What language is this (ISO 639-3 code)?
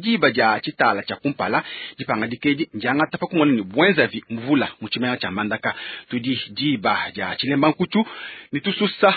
lua